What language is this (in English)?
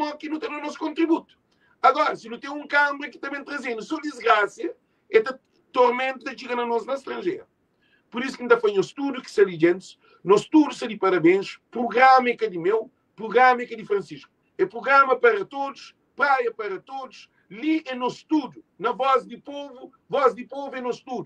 Kabuverdianu